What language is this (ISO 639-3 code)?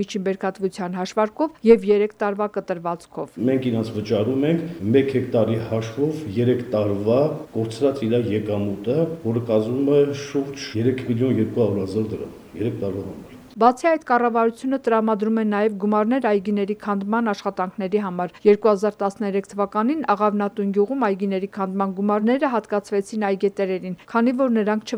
hye